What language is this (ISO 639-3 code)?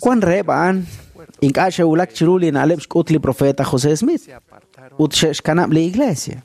kek